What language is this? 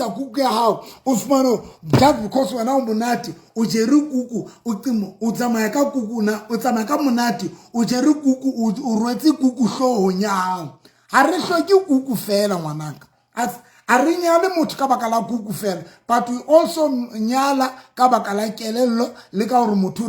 Southern Sotho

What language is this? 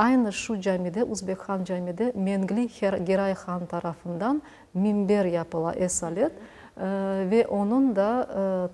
Crimean Tatar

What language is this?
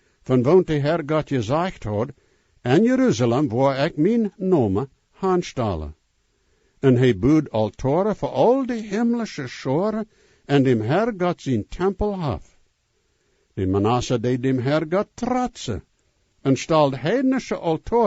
Plautdietsch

